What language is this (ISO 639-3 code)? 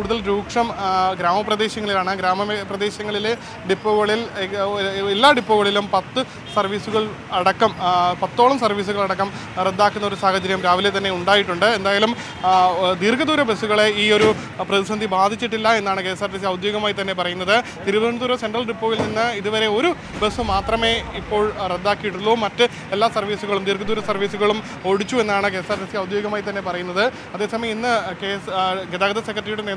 mal